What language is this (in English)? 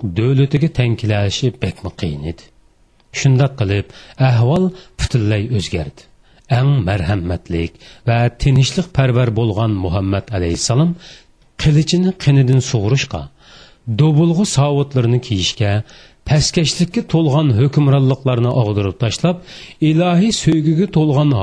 Uyghur